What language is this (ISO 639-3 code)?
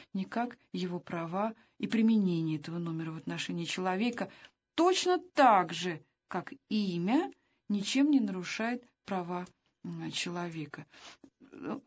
rus